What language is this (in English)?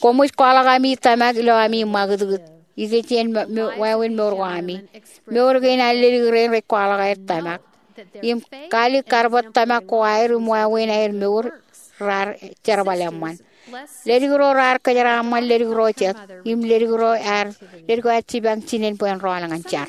Marshallese